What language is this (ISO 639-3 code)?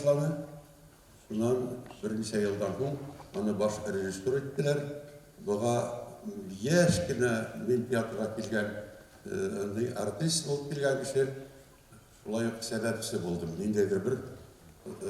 bak